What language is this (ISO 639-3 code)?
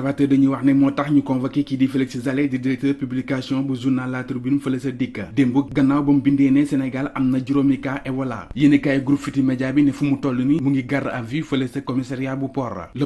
wol